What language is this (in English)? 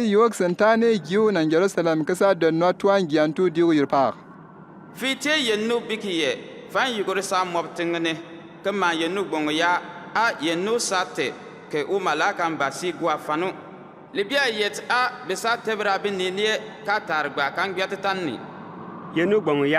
Bimoba